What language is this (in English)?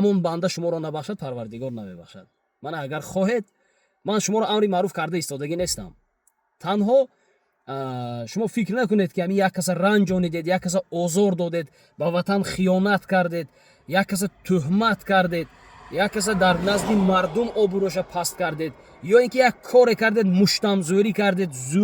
Tajik